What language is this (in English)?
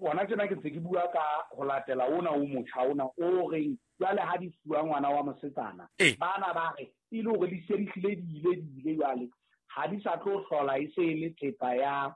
Southern Sotho